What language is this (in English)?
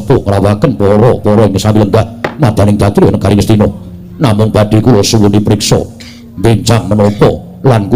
Javanese